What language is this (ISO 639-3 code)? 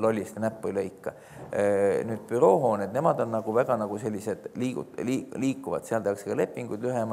est